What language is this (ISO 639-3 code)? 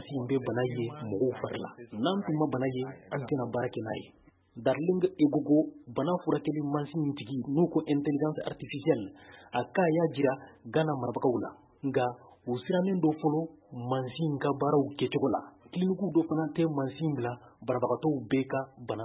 bam